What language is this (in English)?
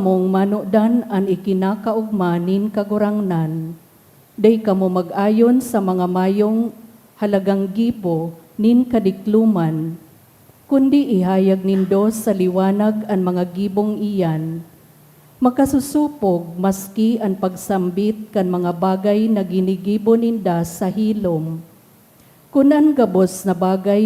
Bikol